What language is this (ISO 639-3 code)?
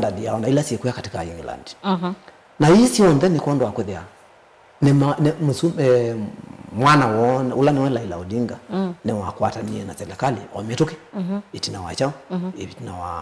kam